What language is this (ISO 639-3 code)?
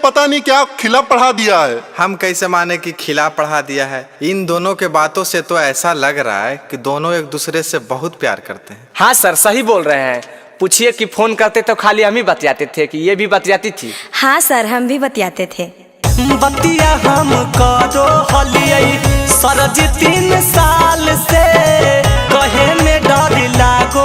mag